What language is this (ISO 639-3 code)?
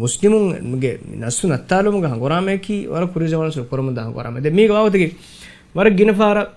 div